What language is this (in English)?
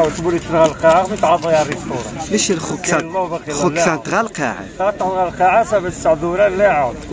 Moroccan Arabic